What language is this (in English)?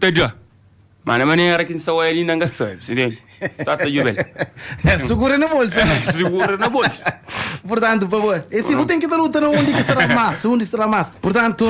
Kabuverdianu